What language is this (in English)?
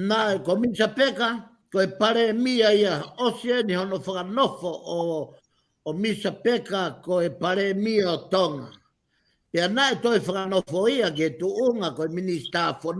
Tongan